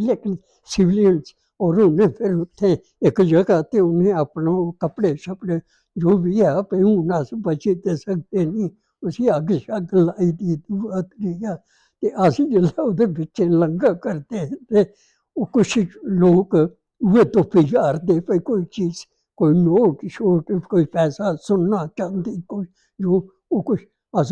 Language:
Dogri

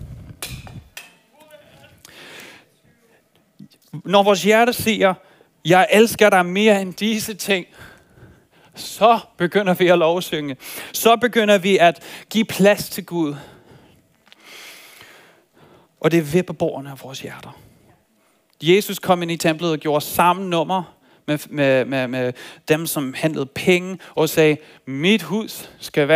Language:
Danish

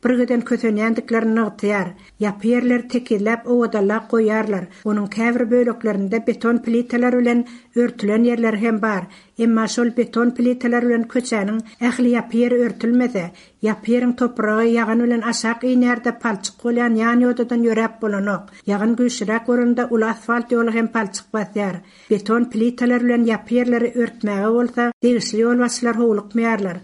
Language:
Turkmen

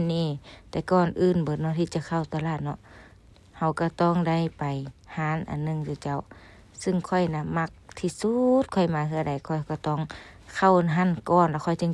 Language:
Lao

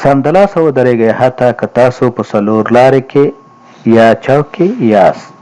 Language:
Pashto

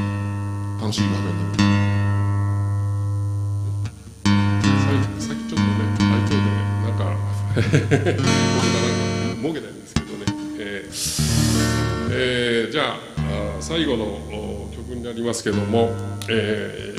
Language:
Japanese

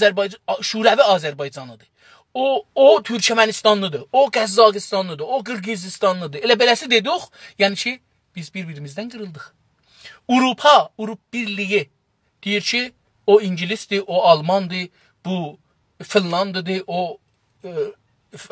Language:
South Azerbaijani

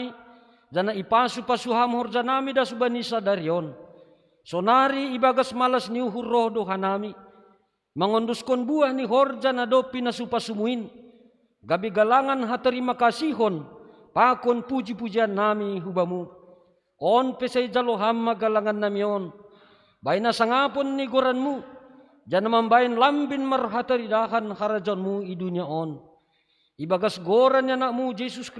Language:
Batak Simalungun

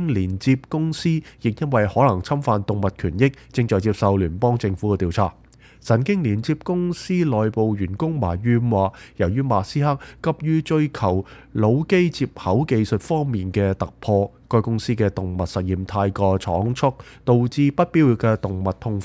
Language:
Cantonese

